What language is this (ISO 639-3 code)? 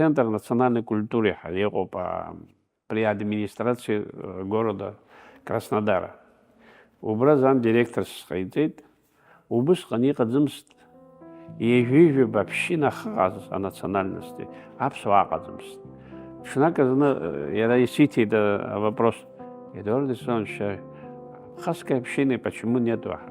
abk